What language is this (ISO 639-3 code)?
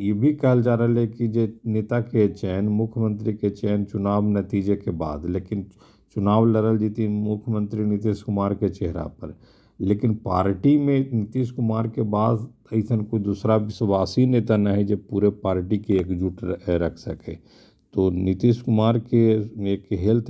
mag